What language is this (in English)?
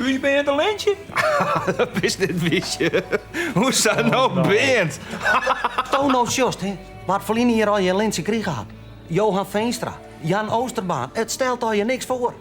Western Frisian